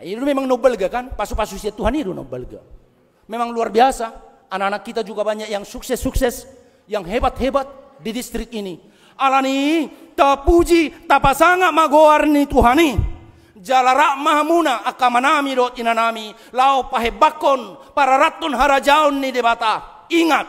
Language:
Batak Toba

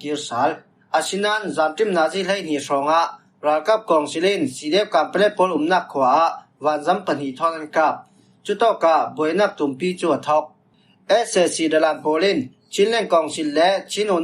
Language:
Falam Chin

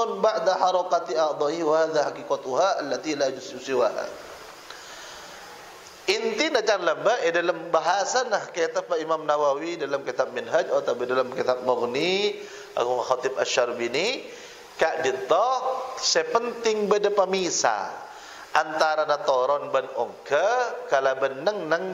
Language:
Madurese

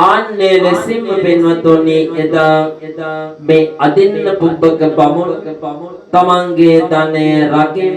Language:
Sinhala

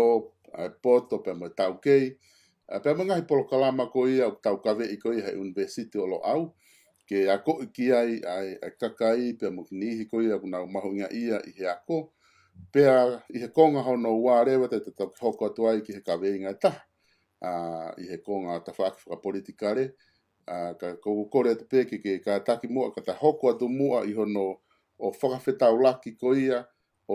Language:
Tongan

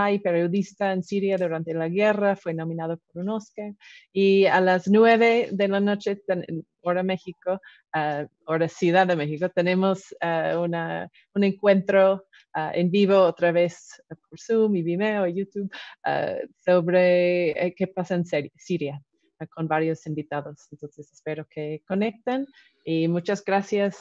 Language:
Spanish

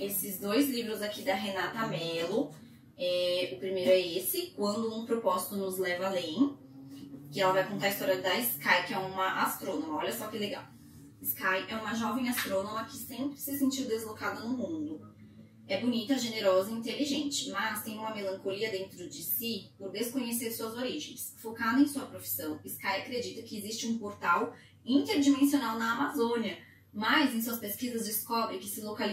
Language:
Portuguese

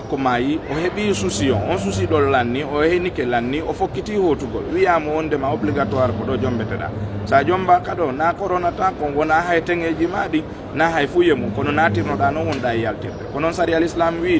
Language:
Fula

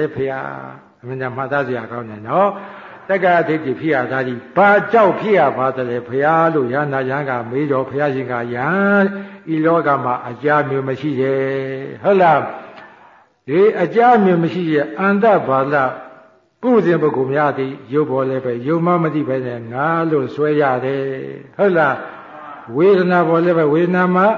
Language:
Burmese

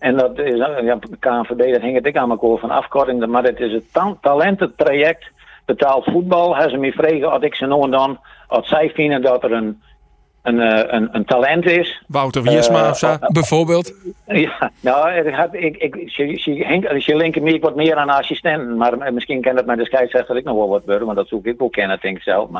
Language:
Western Frisian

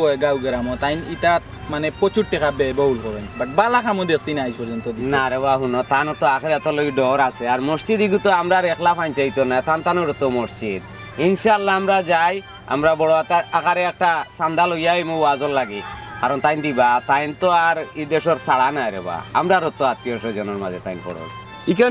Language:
Sylheti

